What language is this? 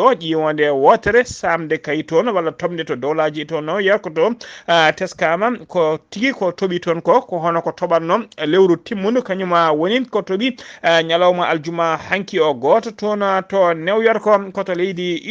Fula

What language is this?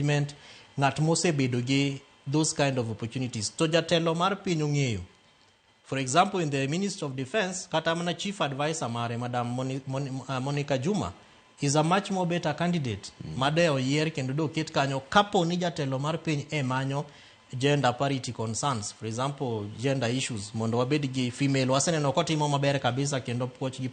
Luo (Kenya and Tanzania)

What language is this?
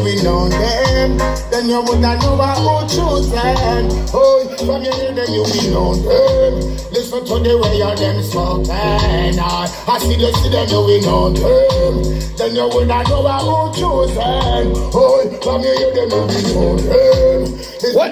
Jamaican Creole English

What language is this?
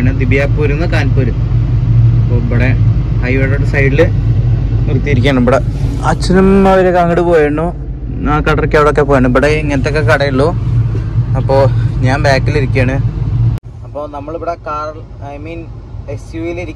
Malayalam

